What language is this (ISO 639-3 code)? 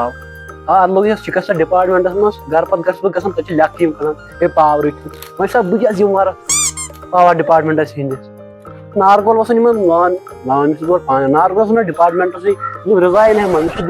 kas